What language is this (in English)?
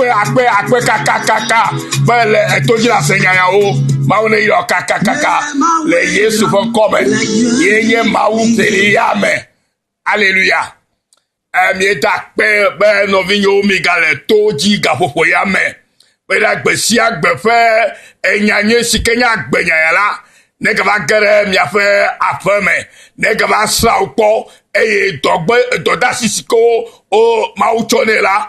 Ewe